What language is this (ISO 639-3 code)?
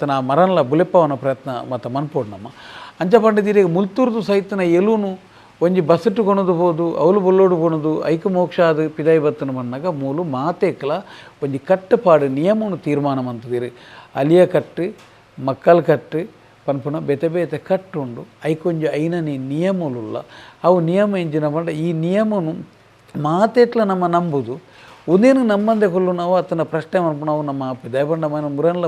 tcy